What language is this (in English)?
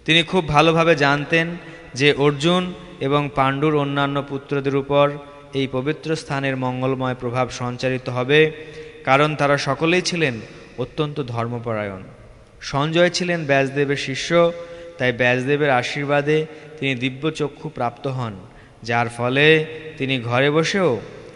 Bangla